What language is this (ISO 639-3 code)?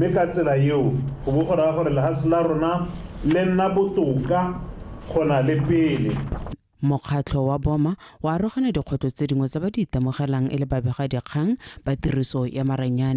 tsn